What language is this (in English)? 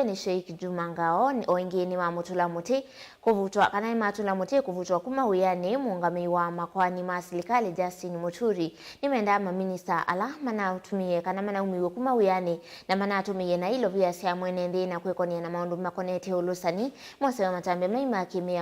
Kamba